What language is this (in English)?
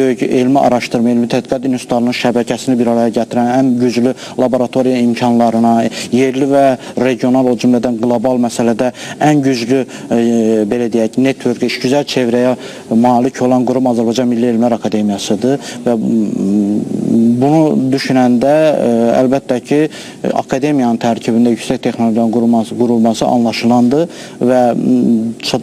Azerbaijani